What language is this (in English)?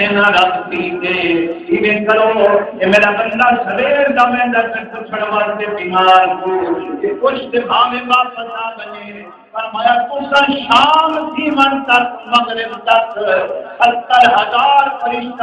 Saraiki